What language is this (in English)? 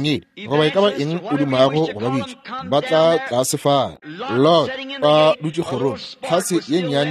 Northern Sotho